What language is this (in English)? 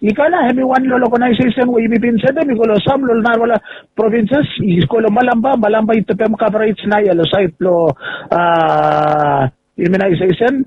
Bislama